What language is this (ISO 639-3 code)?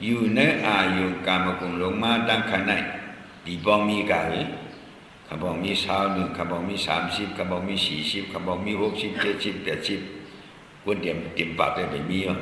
shn